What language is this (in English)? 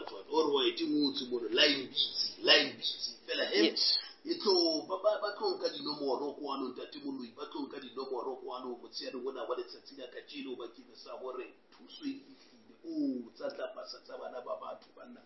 Southern Sotho